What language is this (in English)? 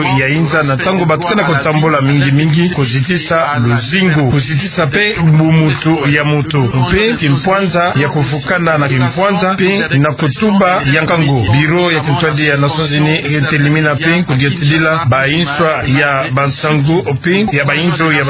Kituba (Democratic Republic of Congo)